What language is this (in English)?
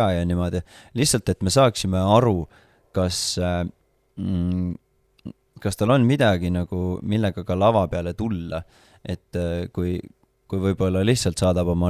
Estonian